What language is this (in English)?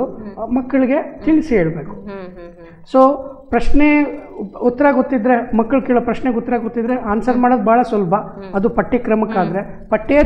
Kannada